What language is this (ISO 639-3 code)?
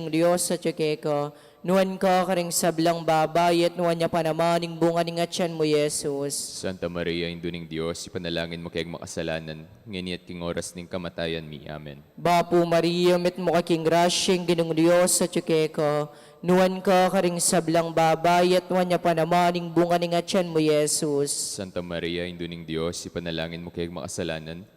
pam